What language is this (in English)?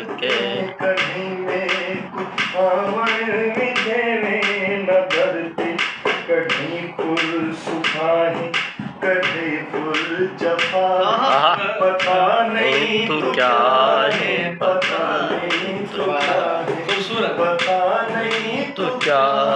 Saraiki